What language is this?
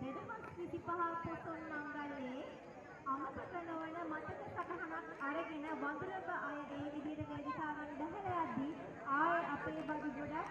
Sinhala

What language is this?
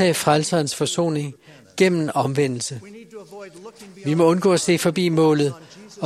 Danish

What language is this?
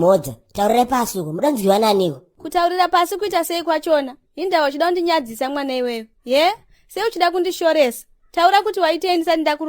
Shona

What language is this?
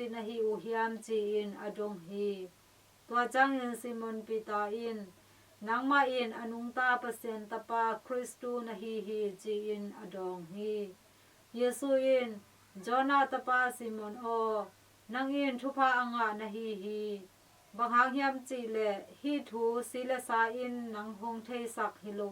Tedim Chin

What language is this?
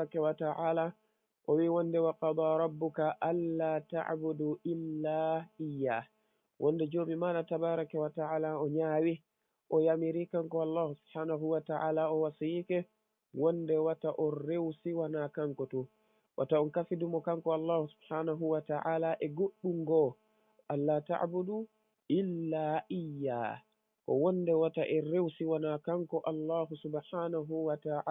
Fula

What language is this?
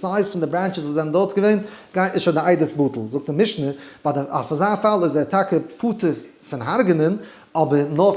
Yiddish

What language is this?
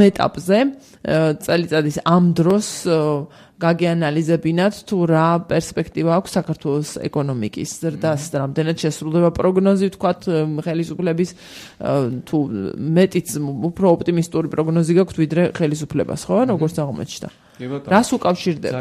Georgian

